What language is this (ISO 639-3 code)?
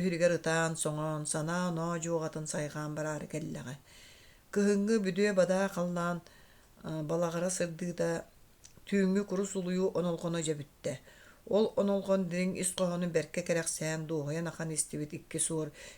sah